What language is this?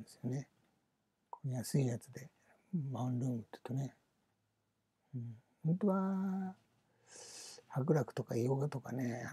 Japanese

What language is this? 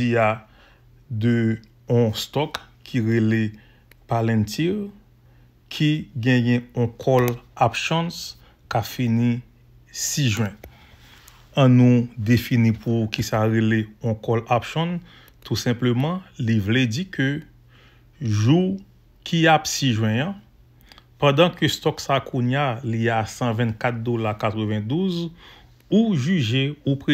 Haitian Creole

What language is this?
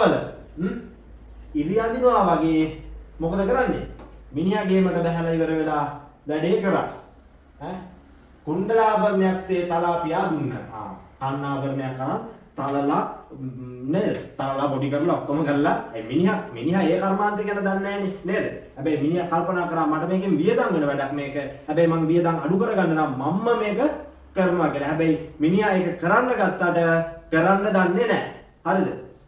Sinhala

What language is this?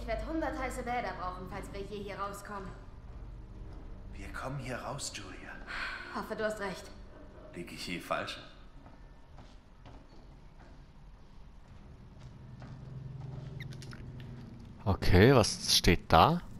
German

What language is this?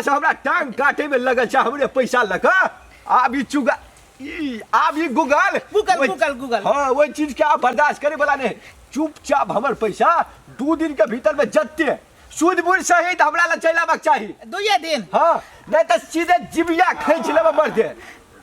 Maithili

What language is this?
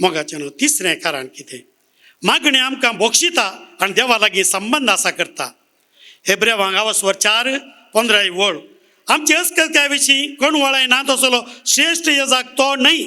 Konkani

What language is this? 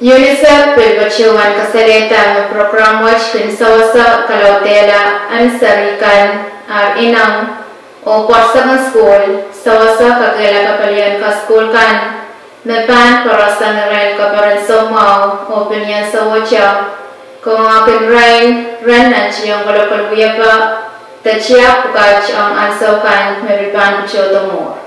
Pohnpeian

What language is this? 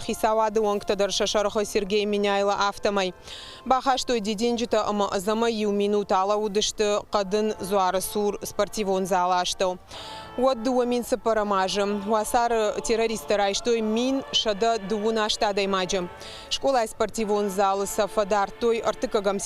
Ossetic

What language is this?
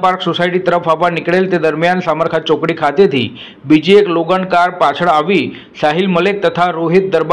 Gujarati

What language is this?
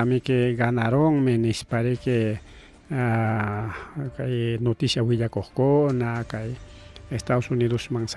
Ayacucho Quechua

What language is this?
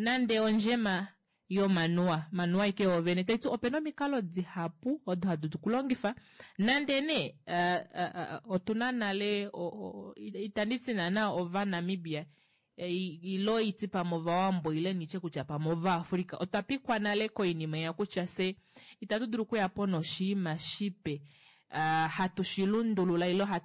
Kuanyama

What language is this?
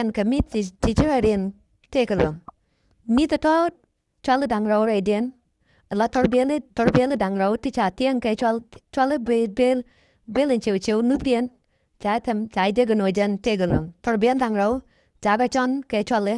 Nuer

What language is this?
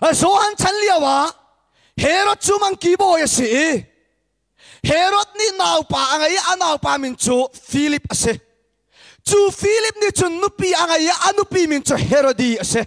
Hakha Chin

